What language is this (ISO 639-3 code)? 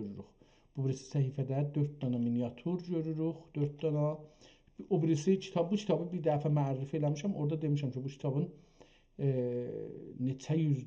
azb